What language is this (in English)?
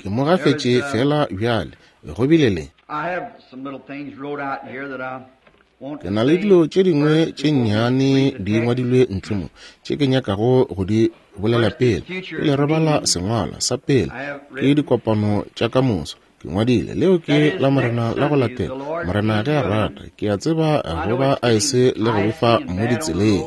Northern Sotho